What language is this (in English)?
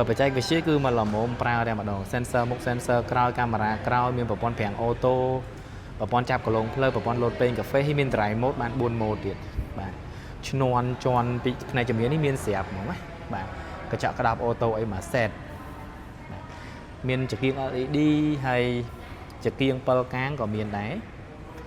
Khmer